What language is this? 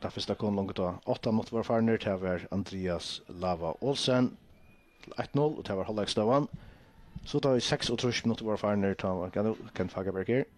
Faroese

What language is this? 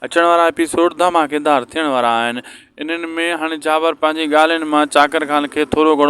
Sindhi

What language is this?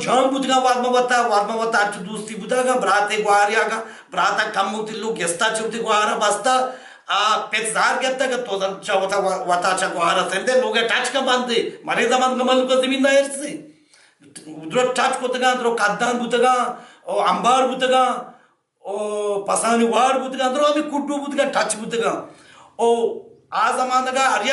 Baluchi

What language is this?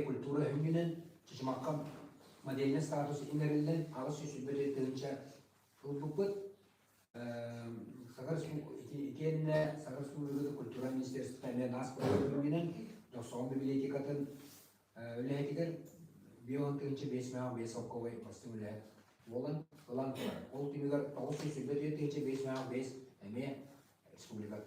Yakut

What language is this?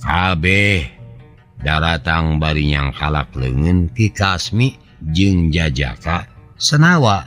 Sundanese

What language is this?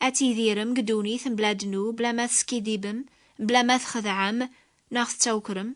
Kabyle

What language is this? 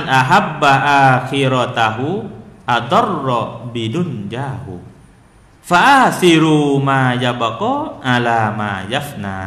Thai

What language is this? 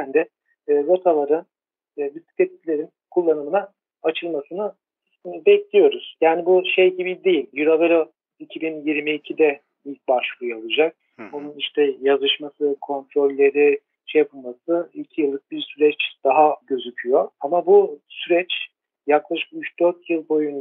Turkish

